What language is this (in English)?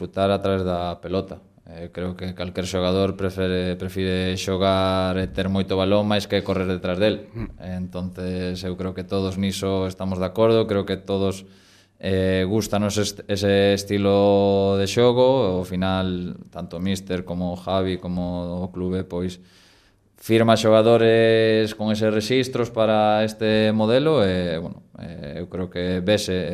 Galician